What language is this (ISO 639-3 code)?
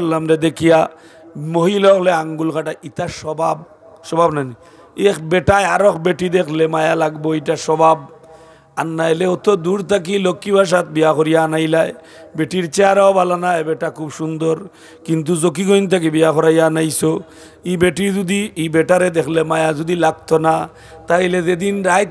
syl